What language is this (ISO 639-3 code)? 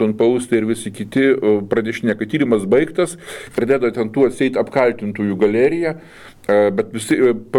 lit